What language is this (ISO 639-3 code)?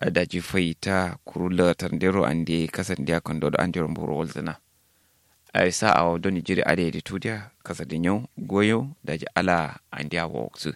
kau